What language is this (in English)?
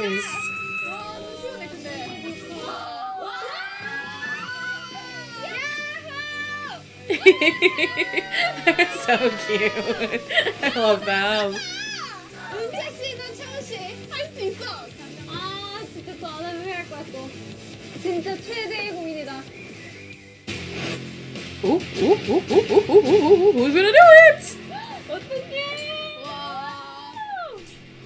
Korean